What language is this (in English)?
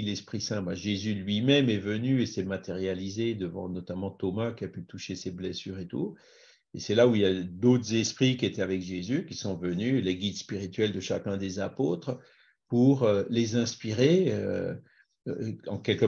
French